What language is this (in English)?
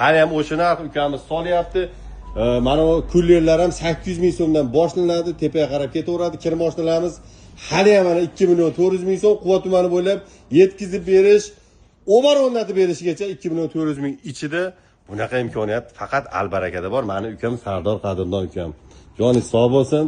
Uzbek